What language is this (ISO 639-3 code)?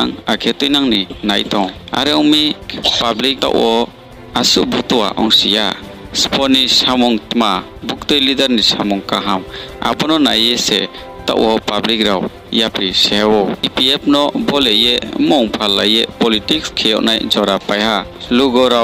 ria